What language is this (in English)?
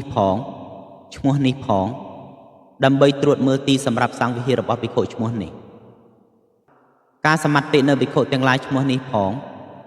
Khmer